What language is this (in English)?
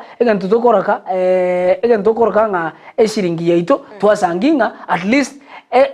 Gusii